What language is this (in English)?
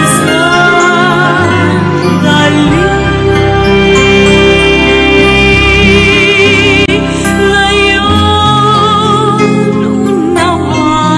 Filipino